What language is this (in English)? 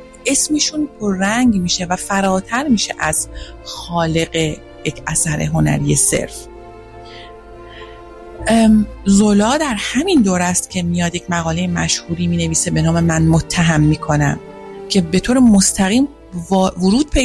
Persian